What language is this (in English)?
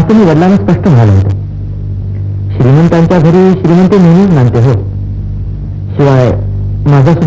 Marathi